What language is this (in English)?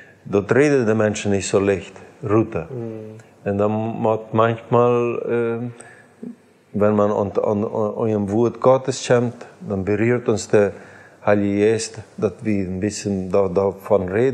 Plautdietsch